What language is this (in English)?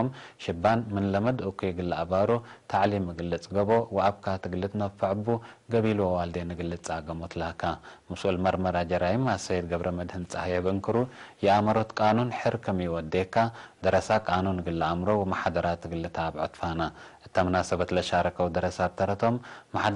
Tigre